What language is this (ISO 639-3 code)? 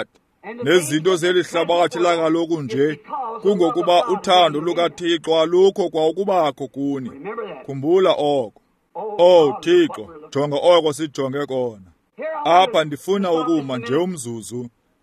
xho